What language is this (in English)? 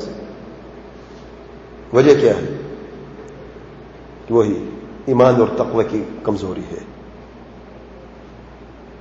Urdu